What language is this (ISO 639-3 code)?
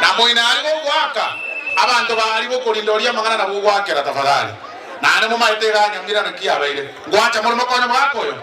guz